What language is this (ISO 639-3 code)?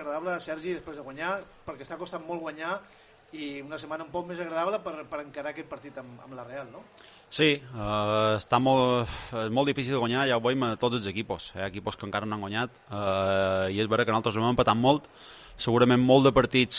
cat